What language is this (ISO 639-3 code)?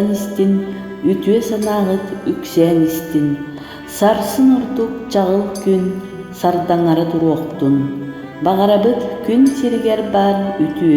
sah